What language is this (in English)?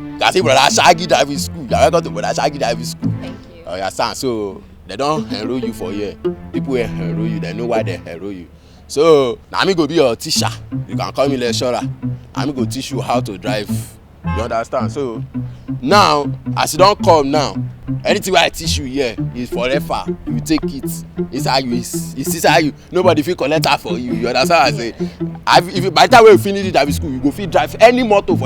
Nigerian Pidgin